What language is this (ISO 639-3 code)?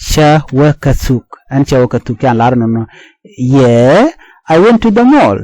nus